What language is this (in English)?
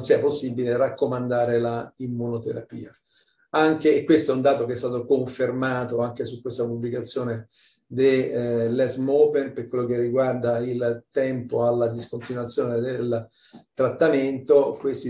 Italian